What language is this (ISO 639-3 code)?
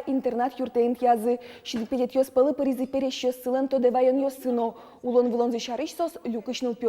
udm